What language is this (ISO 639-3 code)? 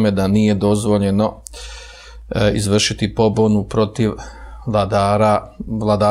bos